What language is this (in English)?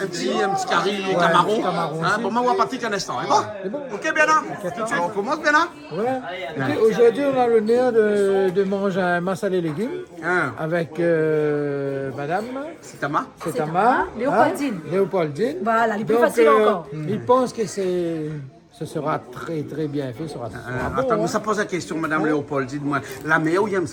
Réunion Creole French